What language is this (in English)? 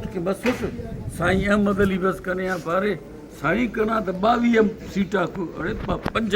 Brahui